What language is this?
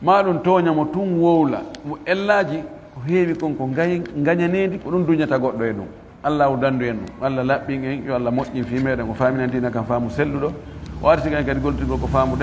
Fula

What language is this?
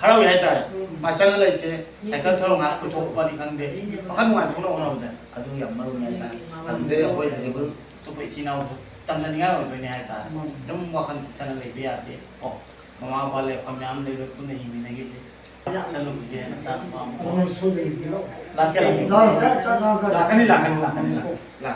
Manipuri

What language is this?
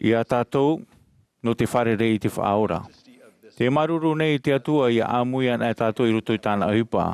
Tahitian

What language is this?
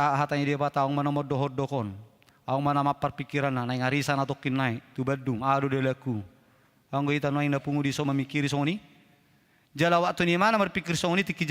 Batak Toba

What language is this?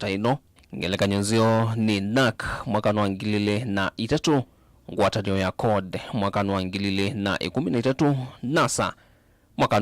Kamba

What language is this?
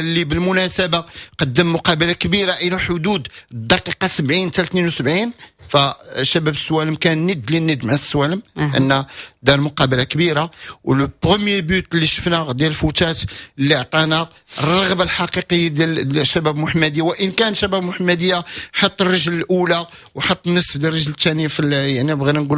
Moroccan Arabic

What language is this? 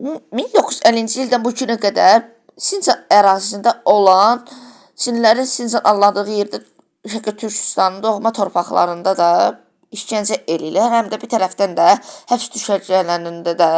Azerbaijani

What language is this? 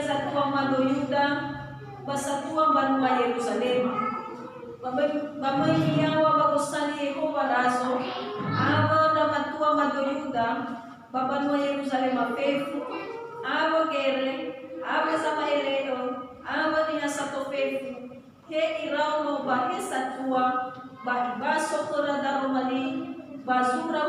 Nias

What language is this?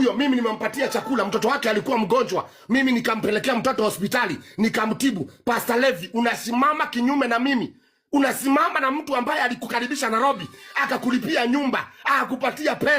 Swahili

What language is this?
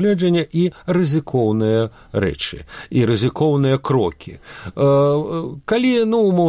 Belarusian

